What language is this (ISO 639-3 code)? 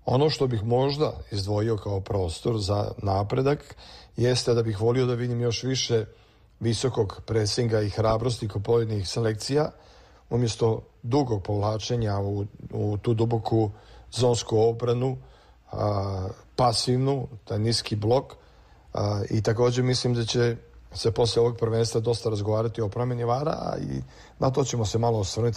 srp